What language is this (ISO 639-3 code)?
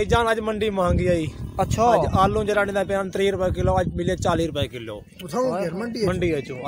skr